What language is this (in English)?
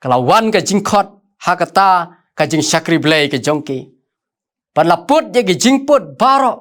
Khasi